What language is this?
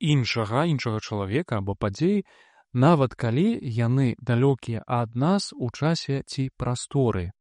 Belarusian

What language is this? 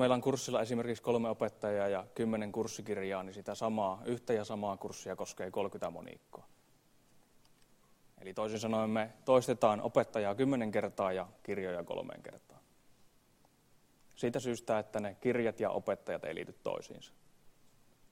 Finnish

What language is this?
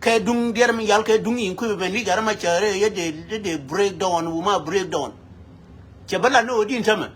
Nuer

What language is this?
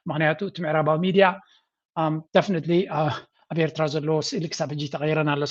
Tigrinya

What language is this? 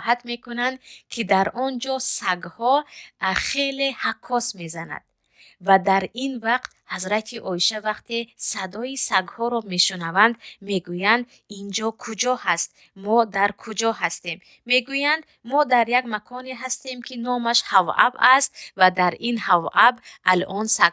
Tajik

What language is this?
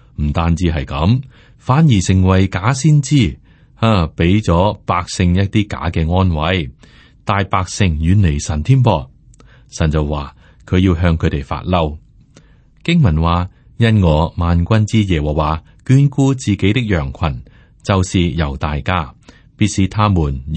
Cantonese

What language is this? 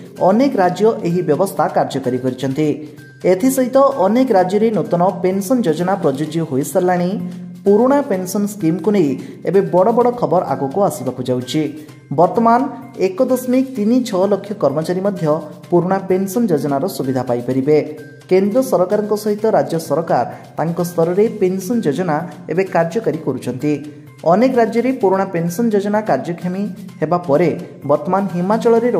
Odia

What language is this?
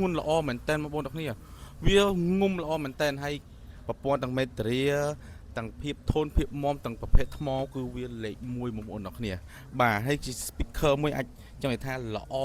Khmer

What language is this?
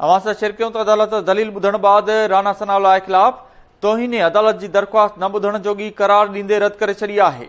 Sindhi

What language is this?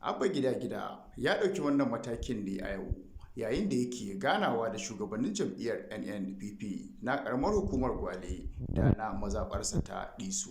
Hausa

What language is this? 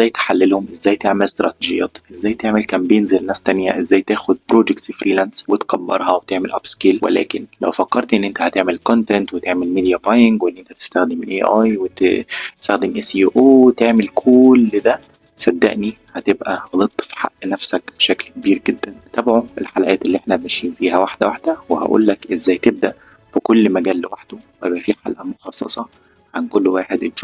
Egyptian Arabic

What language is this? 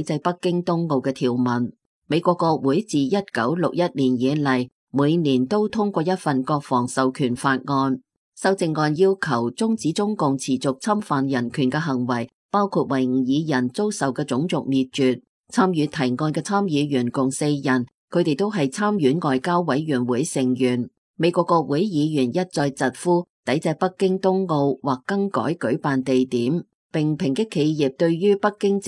Cantonese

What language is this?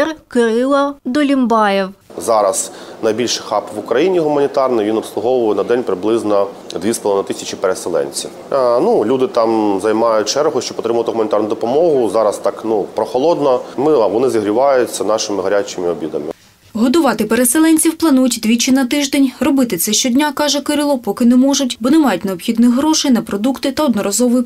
Ukrainian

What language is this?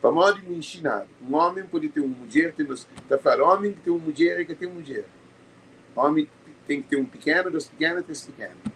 Kabuverdianu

